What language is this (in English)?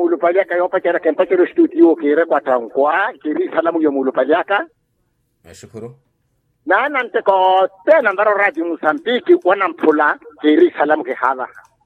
Makhuwa